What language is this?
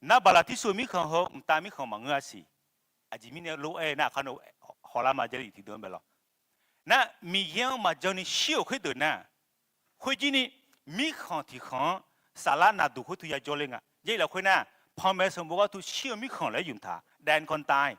Akha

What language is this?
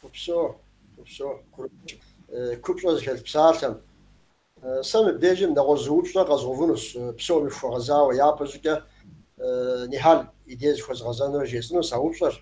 Kabardian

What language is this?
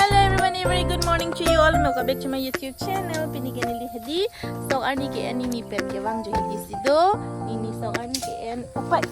Karbi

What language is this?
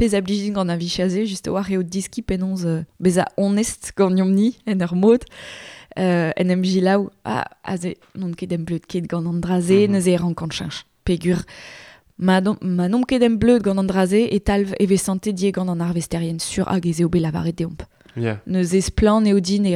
Breton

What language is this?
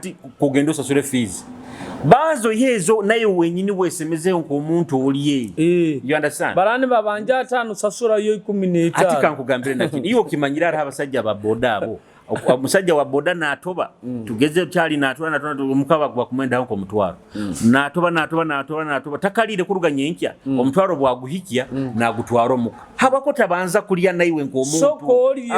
Nyoro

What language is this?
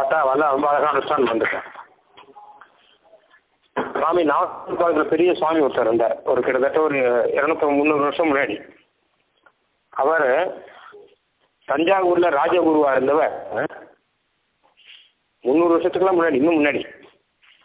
Tamil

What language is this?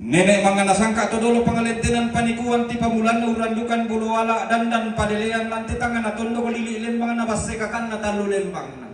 Toraja-Sa'dan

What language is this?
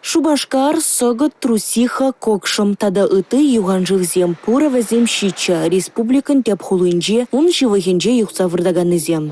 Chuvash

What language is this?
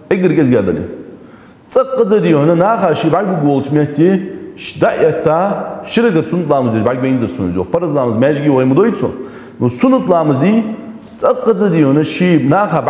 Ingush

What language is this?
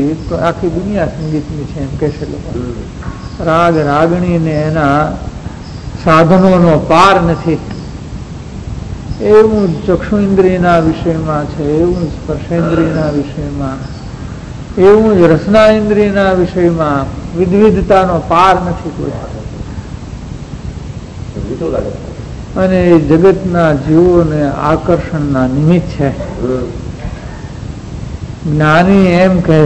Gujarati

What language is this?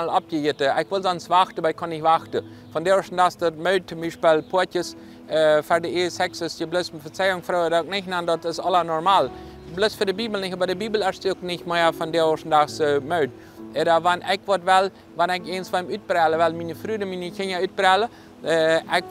Plautdietsch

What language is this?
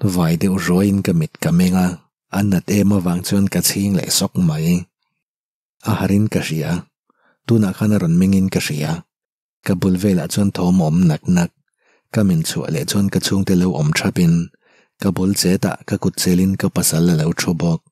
Mizo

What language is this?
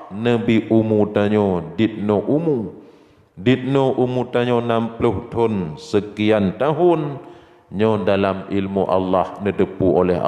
Achinese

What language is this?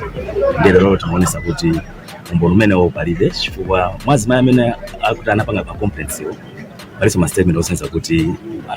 Nyanja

